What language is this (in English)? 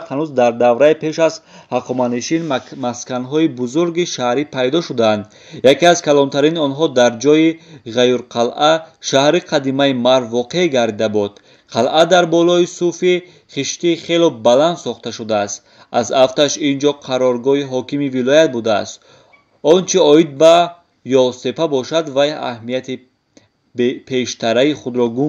Tajik